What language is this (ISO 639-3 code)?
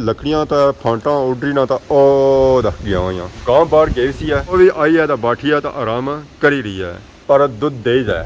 phr